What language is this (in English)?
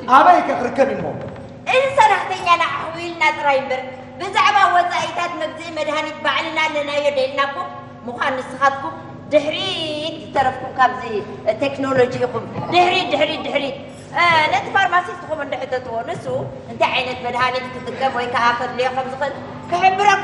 Tigrinya